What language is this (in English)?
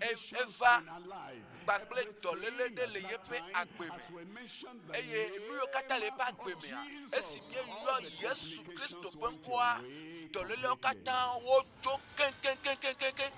Ewe